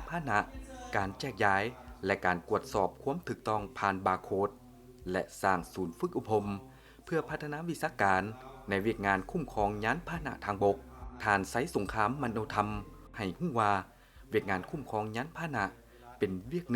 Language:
Lao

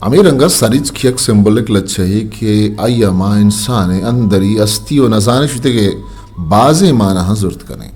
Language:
Eastern Balochi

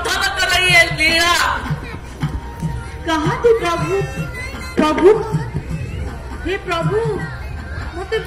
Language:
Odia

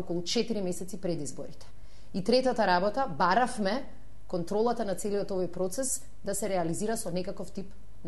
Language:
Macedonian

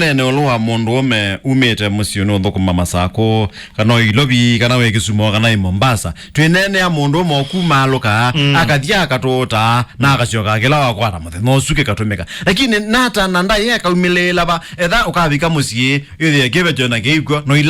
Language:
Kamba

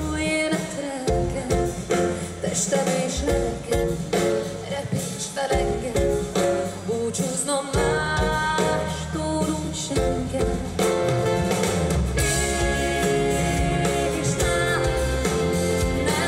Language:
Hungarian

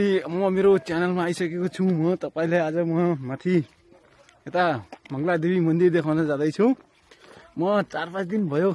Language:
Nepali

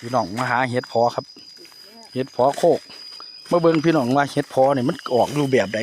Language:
Northeastern Thai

